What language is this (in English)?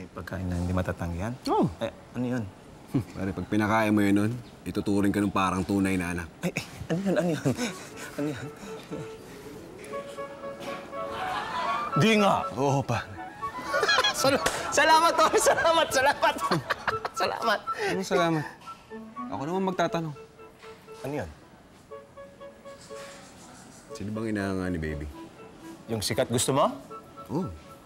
Filipino